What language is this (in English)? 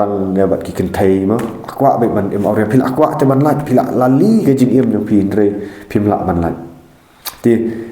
Khasi